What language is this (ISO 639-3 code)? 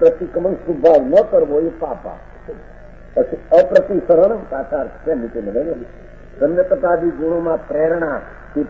guj